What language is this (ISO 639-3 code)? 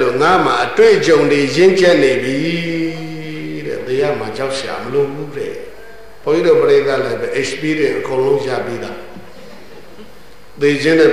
mya